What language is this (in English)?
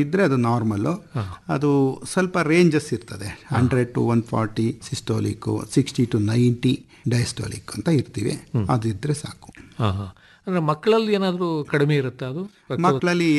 Kannada